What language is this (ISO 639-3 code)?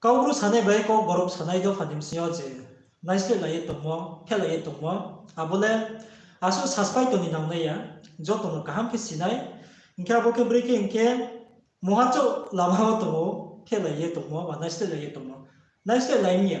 ria